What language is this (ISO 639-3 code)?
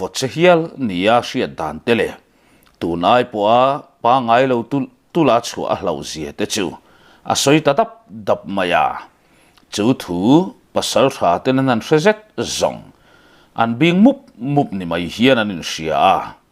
lus